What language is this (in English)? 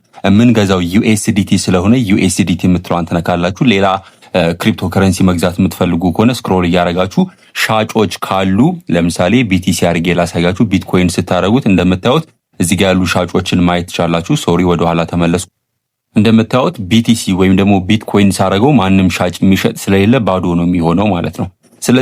Amharic